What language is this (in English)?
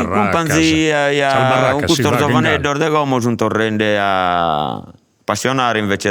Sardinian